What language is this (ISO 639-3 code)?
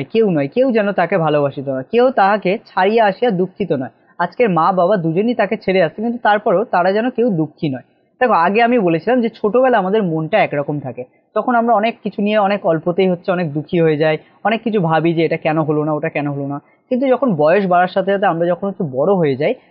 ben